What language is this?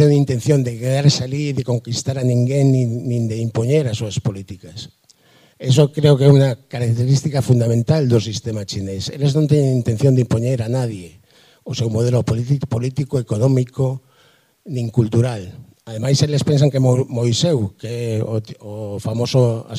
Galician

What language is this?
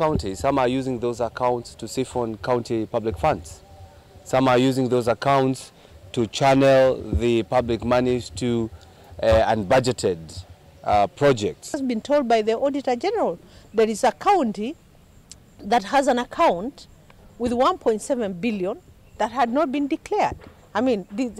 Kamba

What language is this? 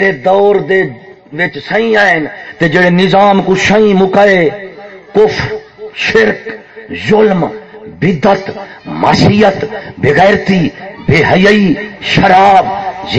Saraiki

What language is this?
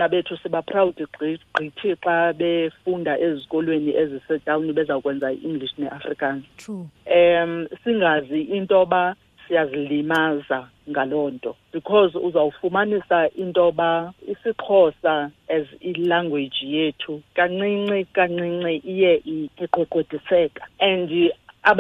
Xhosa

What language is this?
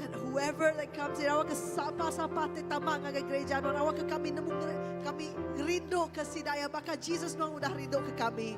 Iban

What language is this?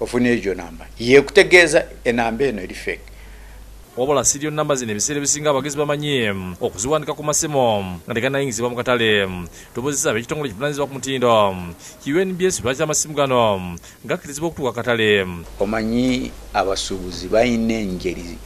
Ganda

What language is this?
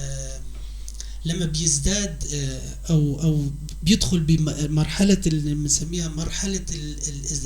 North Levantine Arabic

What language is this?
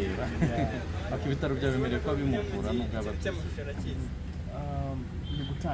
Kinyarwanda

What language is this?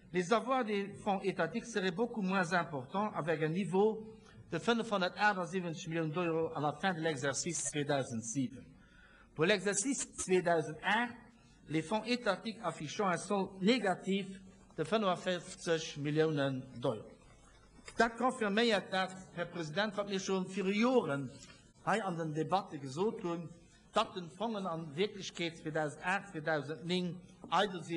Luxembourgish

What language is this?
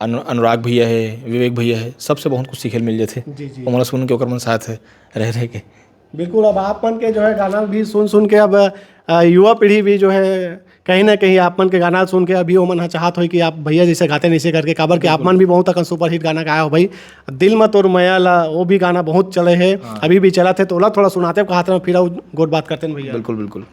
Chhattisgarhi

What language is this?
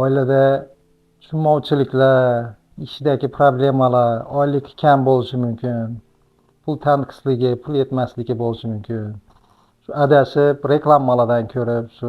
Uzbek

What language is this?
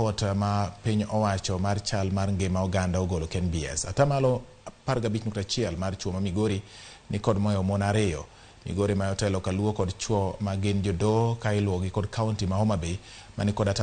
Luo (Kenya and Tanzania)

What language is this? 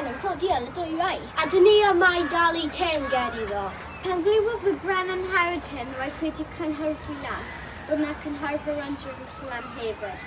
Welsh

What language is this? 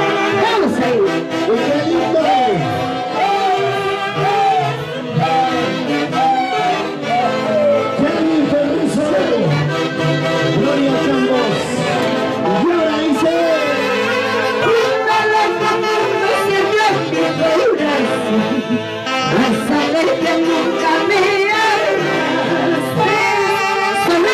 Spanish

